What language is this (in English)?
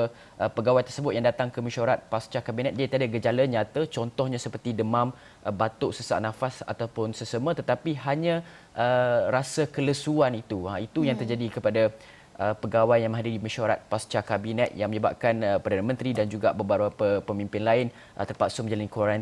Malay